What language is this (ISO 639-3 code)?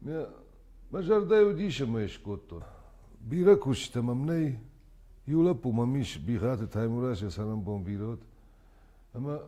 oss